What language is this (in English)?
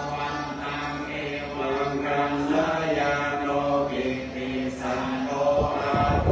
Pali